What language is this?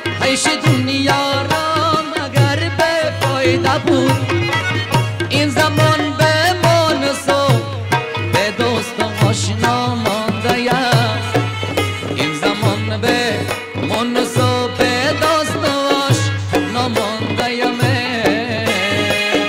Persian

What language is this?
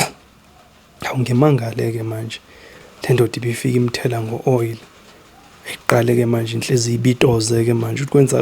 Zulu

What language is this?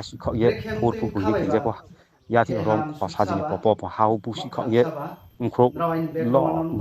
Riang (India)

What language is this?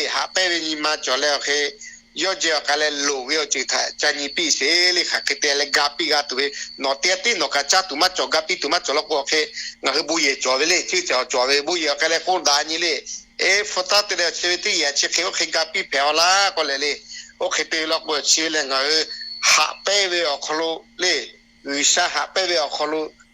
Lahu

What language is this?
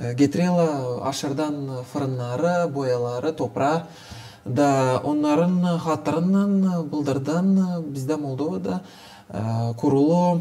Gagauz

